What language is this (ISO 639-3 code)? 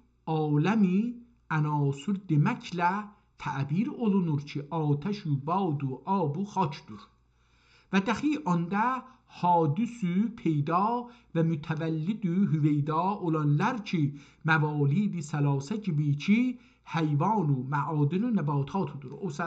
azb